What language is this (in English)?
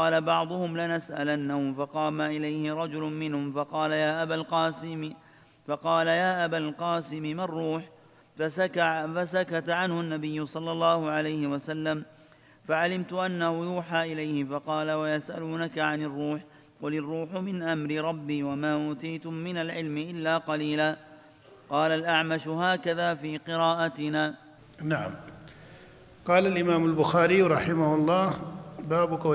Arabic